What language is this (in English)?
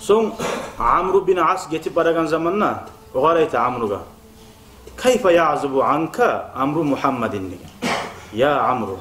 Kumyk